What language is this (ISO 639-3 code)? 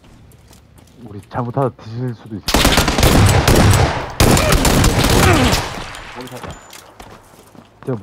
kor